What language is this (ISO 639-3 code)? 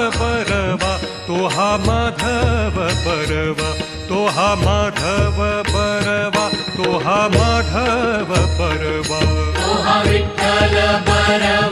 mar